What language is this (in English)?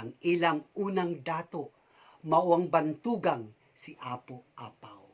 Cebuano